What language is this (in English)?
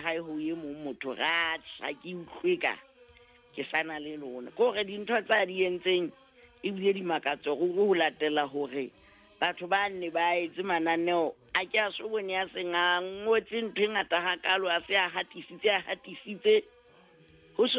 Southern Sotho